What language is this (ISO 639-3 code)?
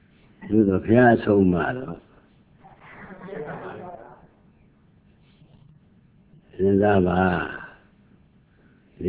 mya